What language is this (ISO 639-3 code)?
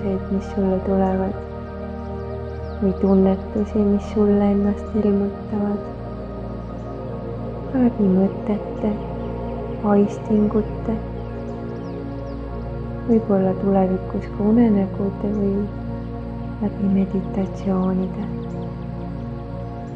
est